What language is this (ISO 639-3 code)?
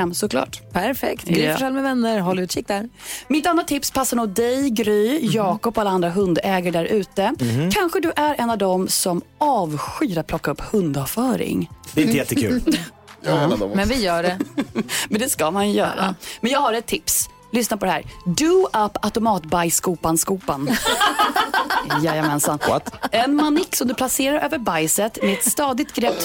swe